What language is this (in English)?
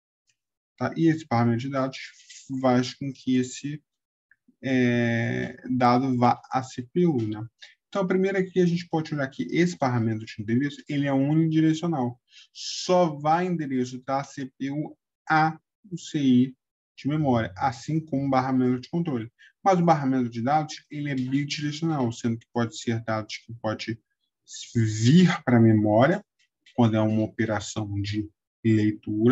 Portuguese